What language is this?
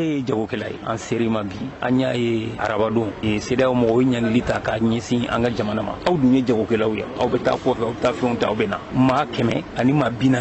Bambara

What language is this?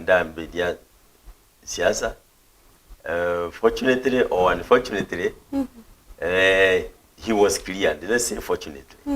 Meru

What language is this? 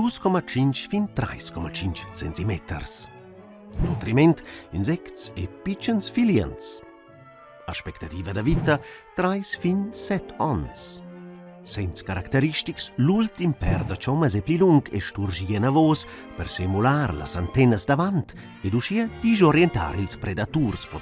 Romansh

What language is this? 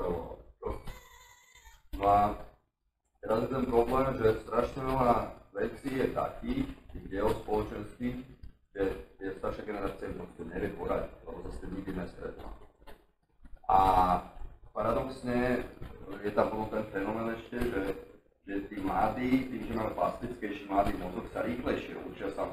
Slovak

